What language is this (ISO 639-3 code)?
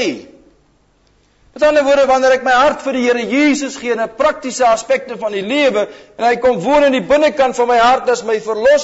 afr